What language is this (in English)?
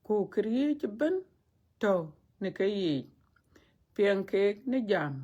Dinka